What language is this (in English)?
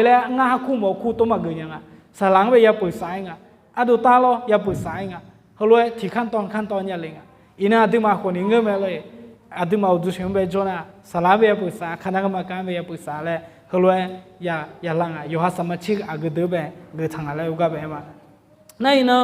Akha